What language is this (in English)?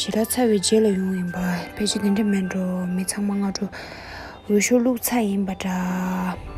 Tibetan